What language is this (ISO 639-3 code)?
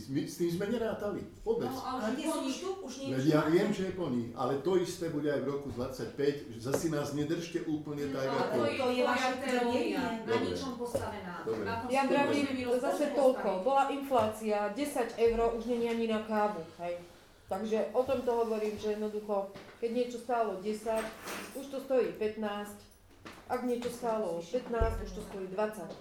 slk